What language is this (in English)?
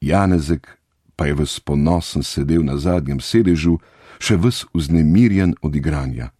Slovenian